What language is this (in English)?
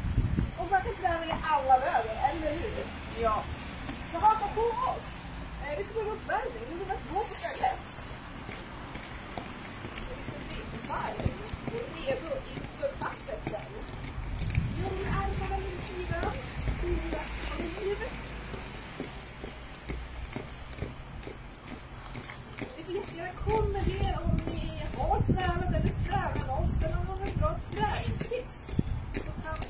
Swedish